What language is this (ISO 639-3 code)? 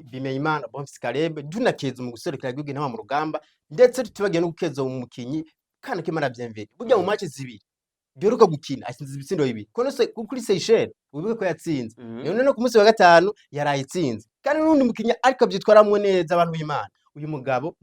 run